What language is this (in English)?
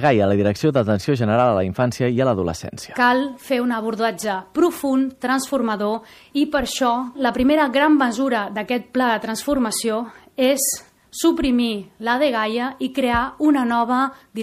Catalan